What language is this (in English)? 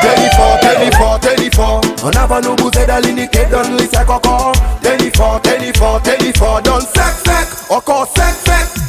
Seselwa Creole French